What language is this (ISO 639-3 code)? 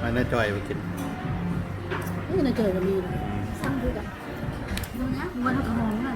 lao